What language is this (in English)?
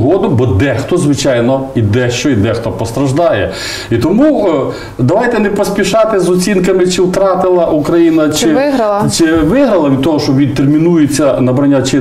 Ukrainian